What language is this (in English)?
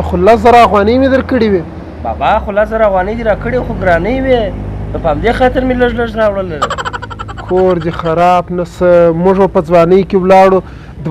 Pashto